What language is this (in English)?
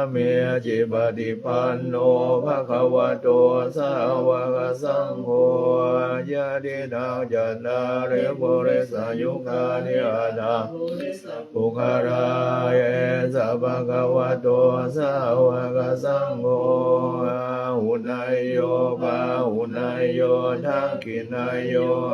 Pali